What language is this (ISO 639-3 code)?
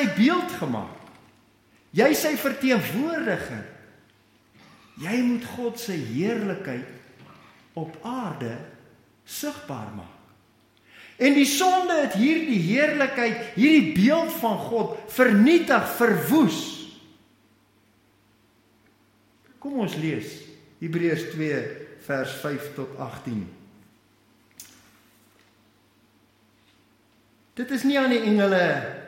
afr